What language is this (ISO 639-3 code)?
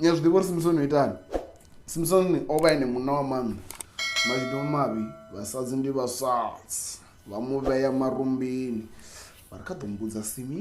ven